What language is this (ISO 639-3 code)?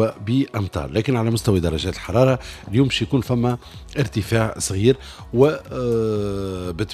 aeb